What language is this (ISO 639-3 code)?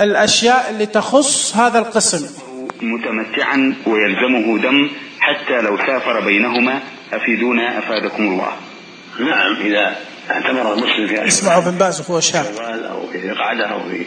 ars